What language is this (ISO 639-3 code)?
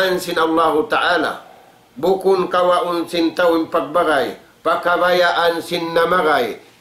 tsg